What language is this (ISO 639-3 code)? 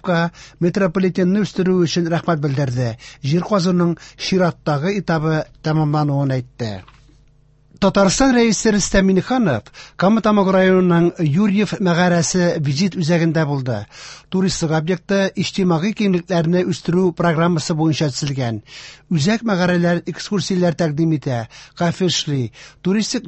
tat